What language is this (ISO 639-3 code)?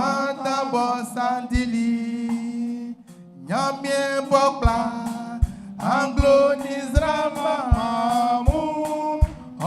bci